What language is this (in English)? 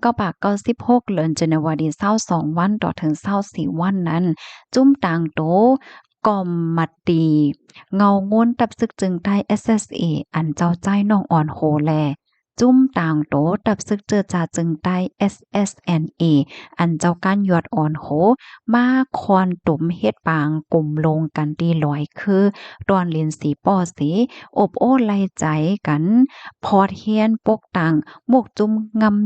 Shan